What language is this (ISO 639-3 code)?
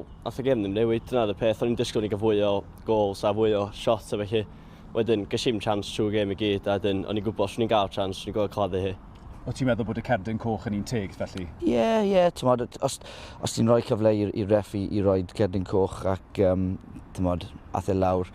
cym